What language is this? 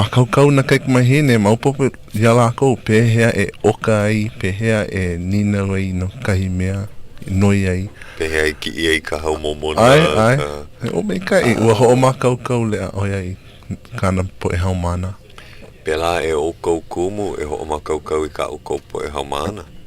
Hawaiian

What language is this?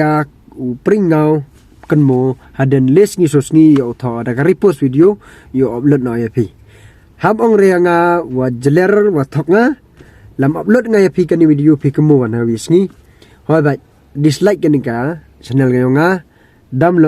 Pnar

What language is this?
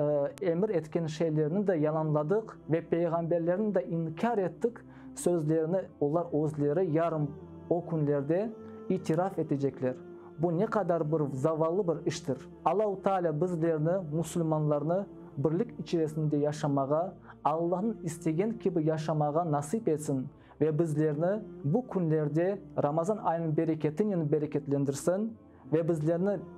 Crimean Tatar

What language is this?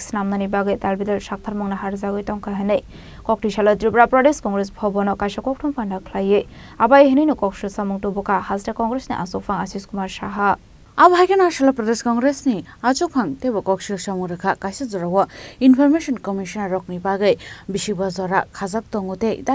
Kok Borok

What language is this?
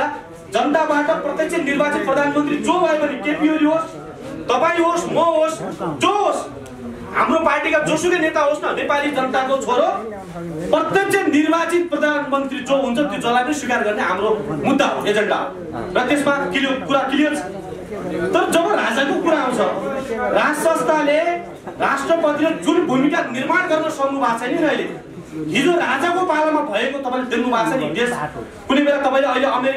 Nepali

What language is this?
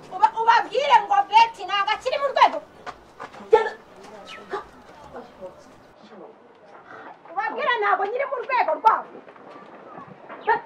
Kinyarwanda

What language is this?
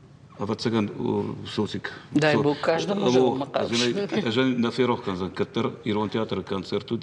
Ossetic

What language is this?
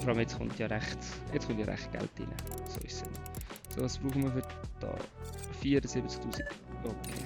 Swiss German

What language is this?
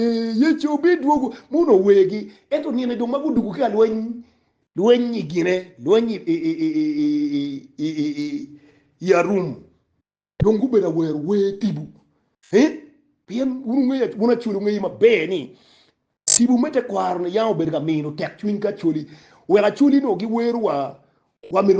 Acoli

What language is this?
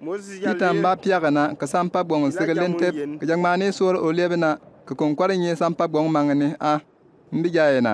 Bimoba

